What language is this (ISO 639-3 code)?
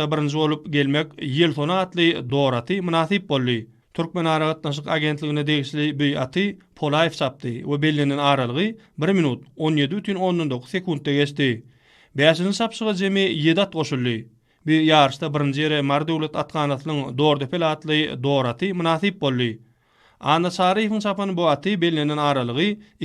tuk